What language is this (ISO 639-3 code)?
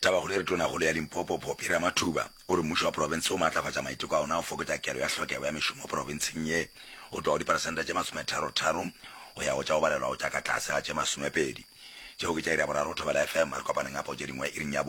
nso